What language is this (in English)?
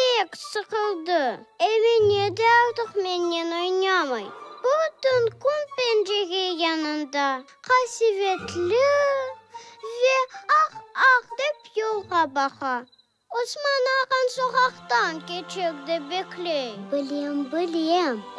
Crimean Tatar